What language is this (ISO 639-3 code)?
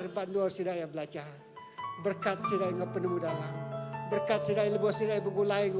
iba